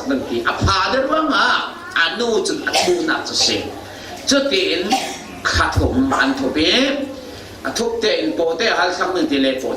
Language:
Falam Chin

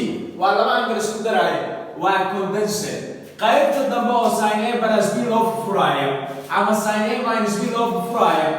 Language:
Somali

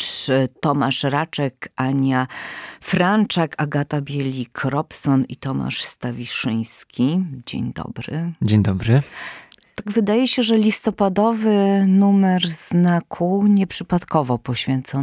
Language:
Polish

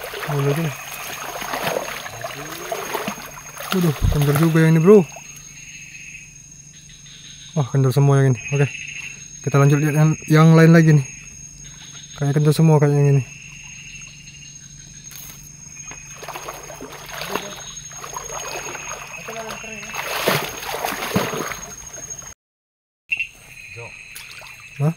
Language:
Indonesian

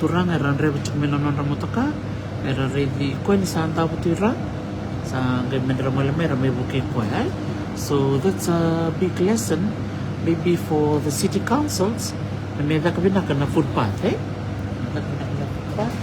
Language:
Fijian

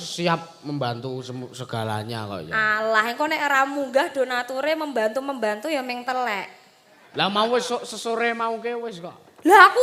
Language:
Javanese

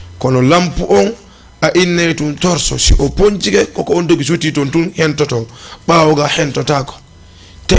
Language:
Fula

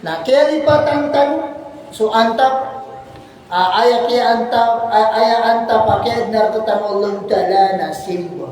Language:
Maranao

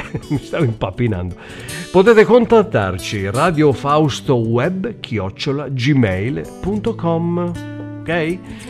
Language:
Italian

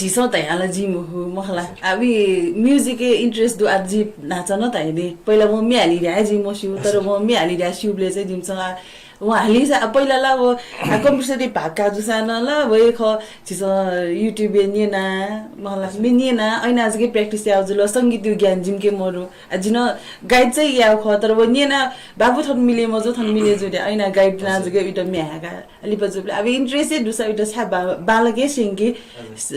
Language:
Newari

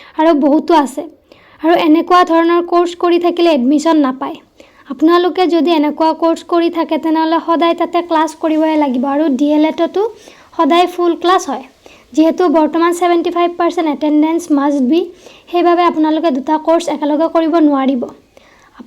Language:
Assamese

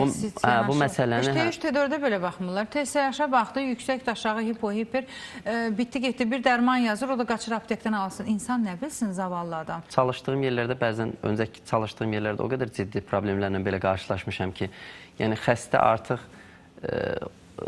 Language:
Azerbaijani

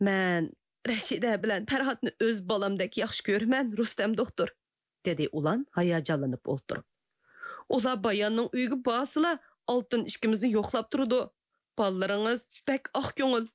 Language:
Uyghur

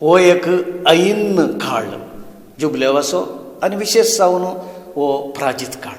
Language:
Konkani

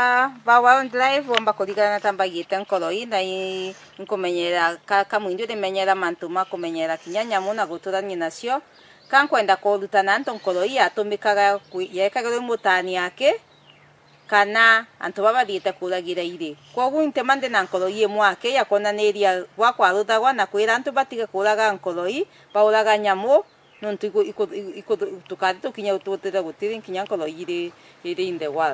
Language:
Meru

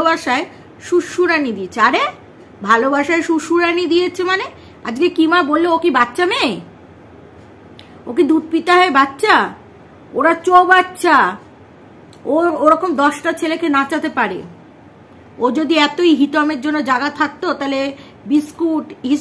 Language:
Bangla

